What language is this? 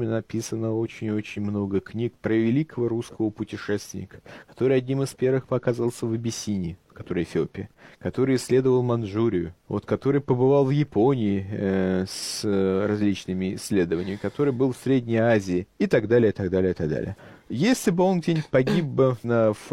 Russian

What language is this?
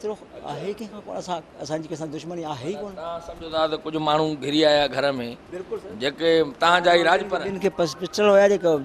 Sindhi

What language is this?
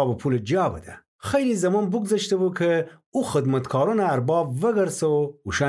Gilaki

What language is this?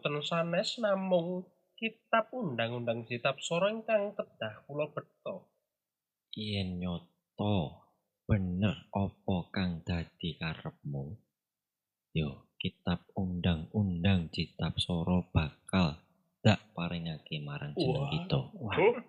Javanese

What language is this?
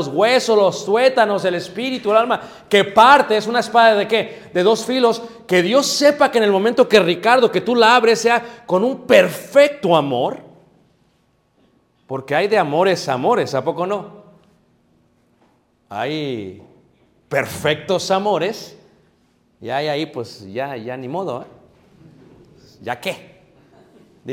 Spanish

